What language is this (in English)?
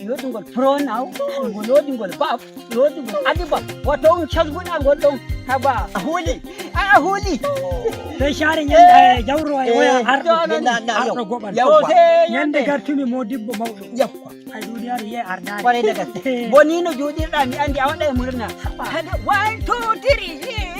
Nigerian Fulfulde